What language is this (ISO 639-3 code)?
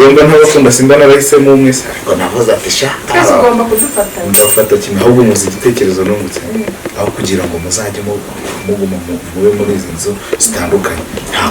kin